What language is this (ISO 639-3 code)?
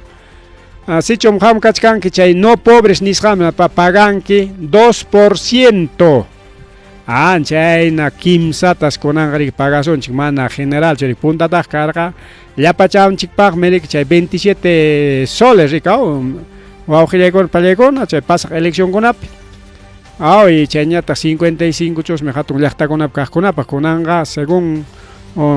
quy